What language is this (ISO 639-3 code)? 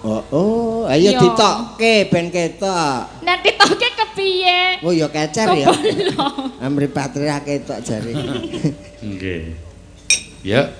jav